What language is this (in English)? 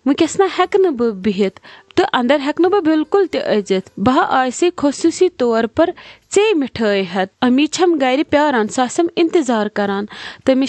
Kashmiri